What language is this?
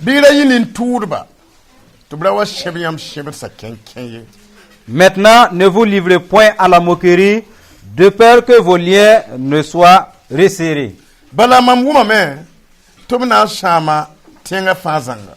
Mossi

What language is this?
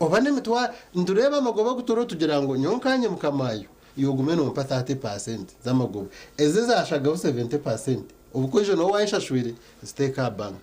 Nyankole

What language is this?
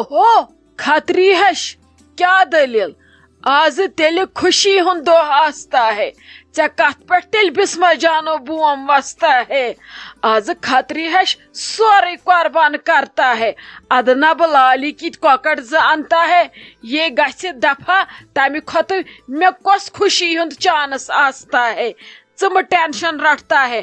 Kashmiri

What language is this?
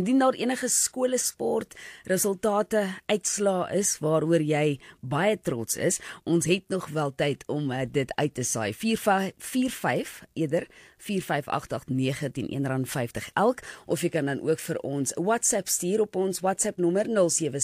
Afrikaans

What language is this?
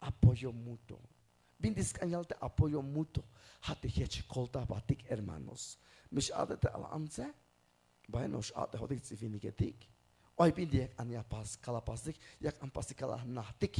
Tzeltal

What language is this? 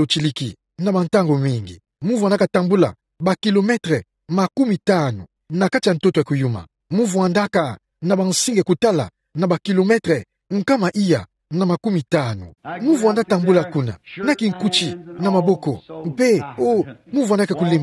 Kituba (Democratic Republic of Congo)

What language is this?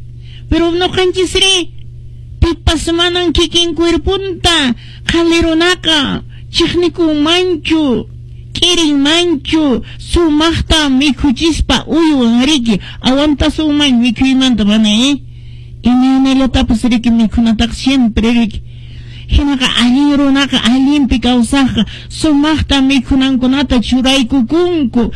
Quechua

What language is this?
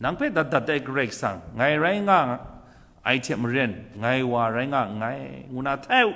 Kachin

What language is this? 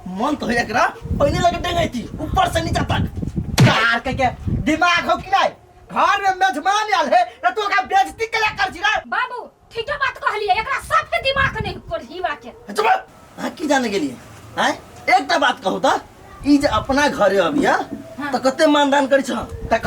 Maithili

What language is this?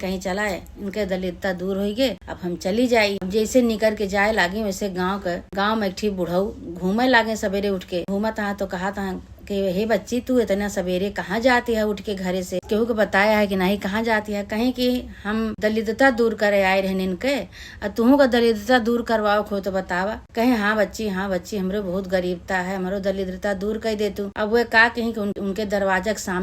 Awadhi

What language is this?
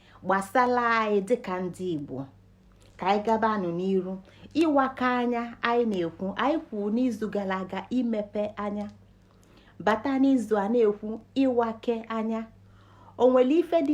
Igbo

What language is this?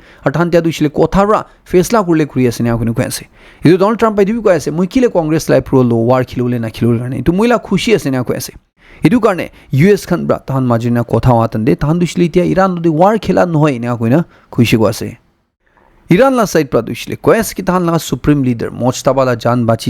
Naga Pidgin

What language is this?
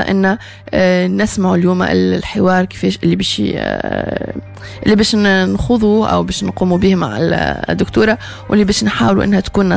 Tunisian Arabic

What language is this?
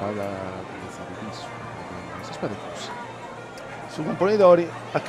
Sardinian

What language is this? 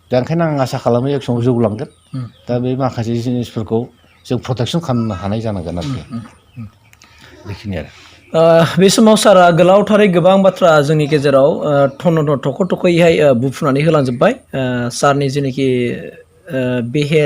Bodo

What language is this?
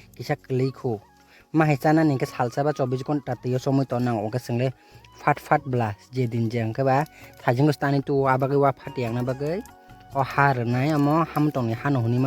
Kok Borok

